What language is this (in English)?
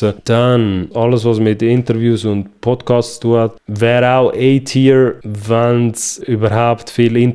Swiss German